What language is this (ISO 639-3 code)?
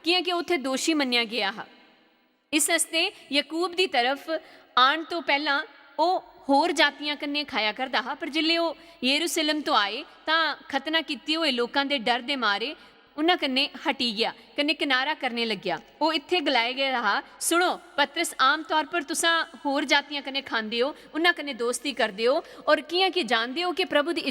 doi